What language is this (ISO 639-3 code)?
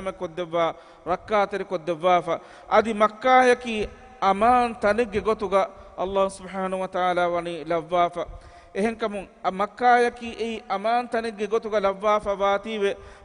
div